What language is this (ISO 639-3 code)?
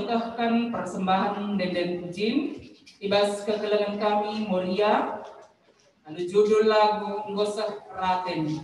btx